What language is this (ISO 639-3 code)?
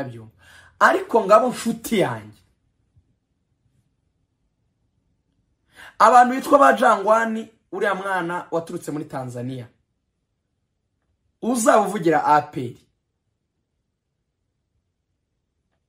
kin